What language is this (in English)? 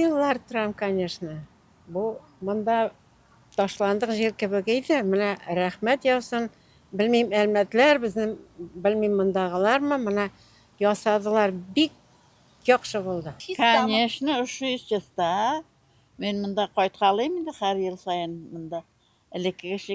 Tatar